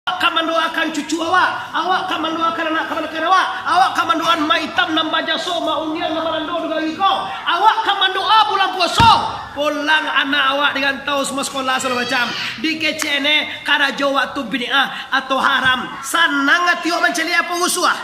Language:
Minangkabau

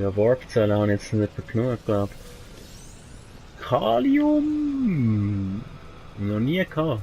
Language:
Swiss German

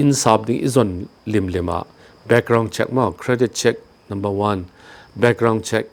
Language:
Tedim Chin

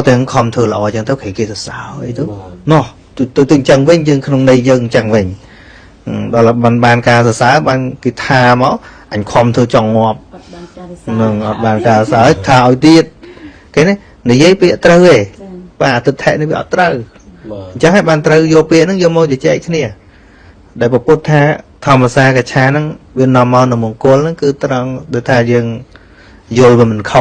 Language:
Khmer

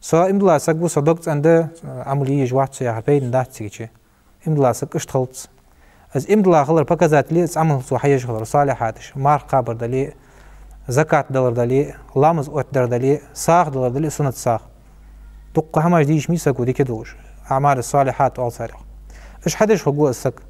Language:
Ingush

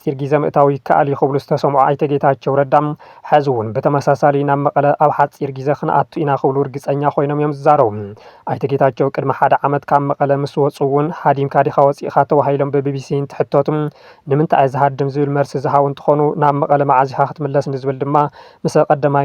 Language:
Tigrinya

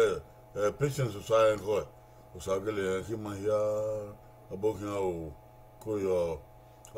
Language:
Bini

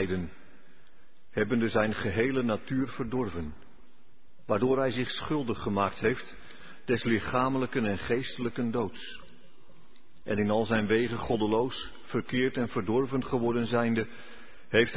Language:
Dutch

